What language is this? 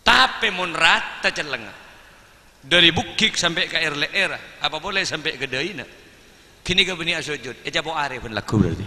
Madurese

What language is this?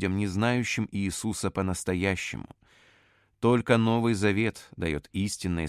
Russian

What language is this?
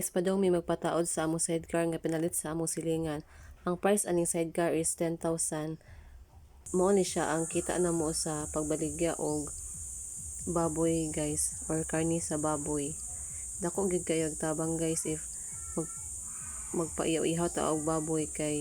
Cebuano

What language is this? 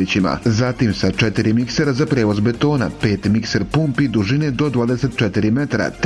Bosnian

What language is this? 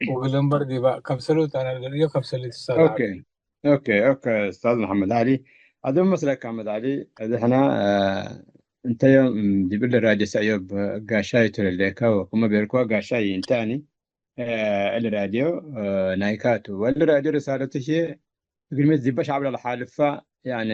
Tigre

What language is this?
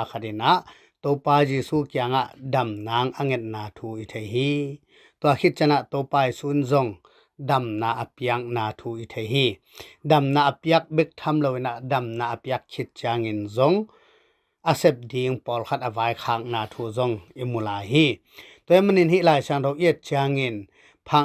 Tedim Chin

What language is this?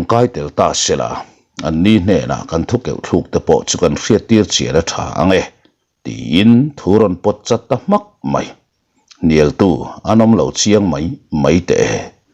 Mizo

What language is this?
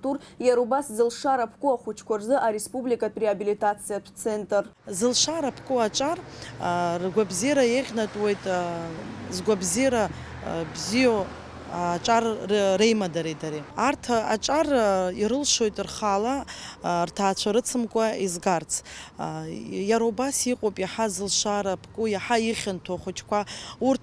Abkhazian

